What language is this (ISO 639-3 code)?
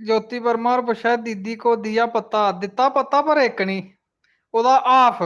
doi